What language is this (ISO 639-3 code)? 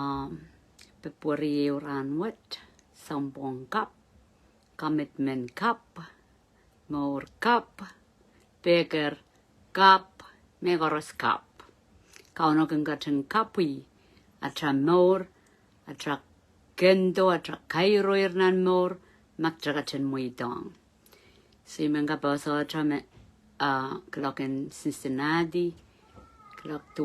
pon